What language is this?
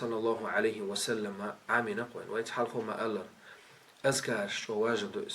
Chechen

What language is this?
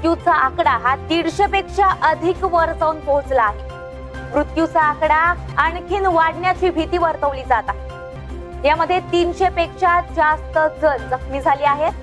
Marathi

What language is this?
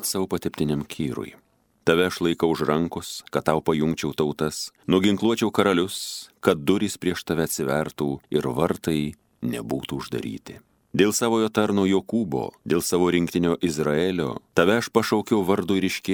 Lithuanian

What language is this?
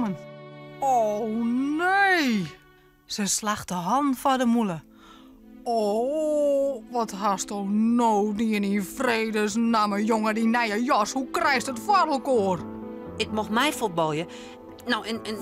Western Frisian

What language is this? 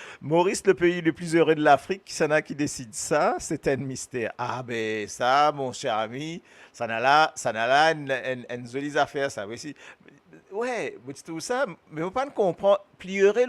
Morisyen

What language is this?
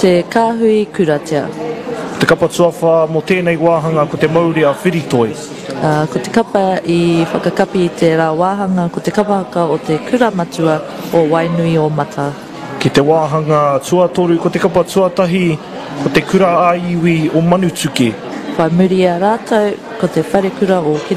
Māori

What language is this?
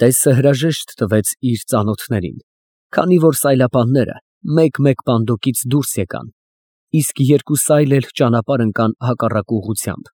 Armenian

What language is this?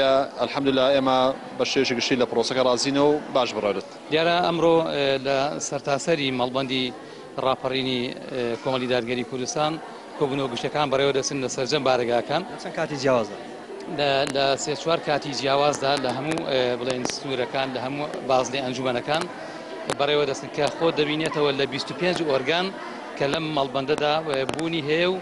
Central Kurdish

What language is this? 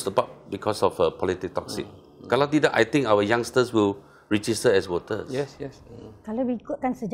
Malay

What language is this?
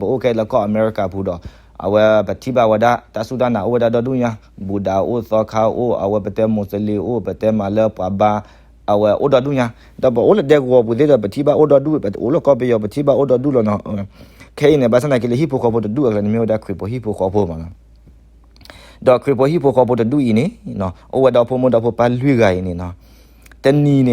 S'gaw Karen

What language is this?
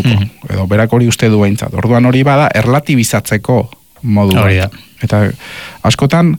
Basque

